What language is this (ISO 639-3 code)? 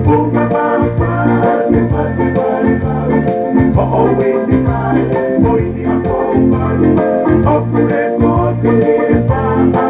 ton